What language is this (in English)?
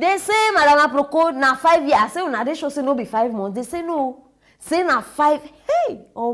Nigerian Pidgin